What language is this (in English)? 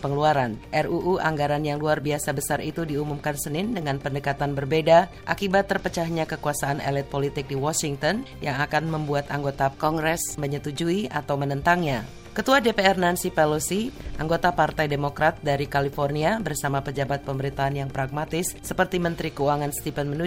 Indonesian